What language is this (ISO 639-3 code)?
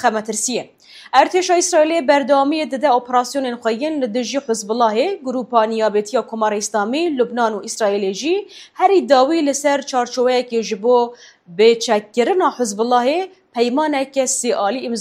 kur